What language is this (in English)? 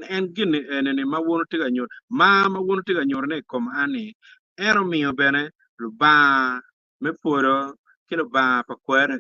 Acoli